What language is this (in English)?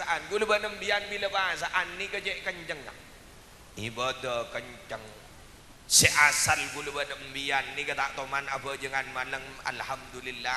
Madurese